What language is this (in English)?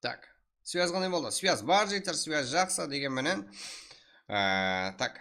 Kara-Kalpak